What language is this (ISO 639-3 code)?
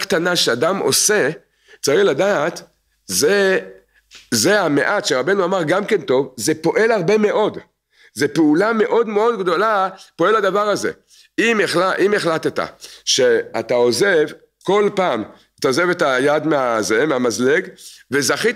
heb